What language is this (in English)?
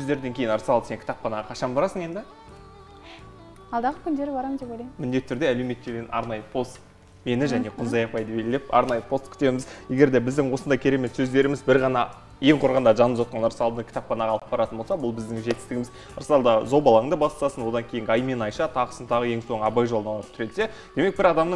Kazakh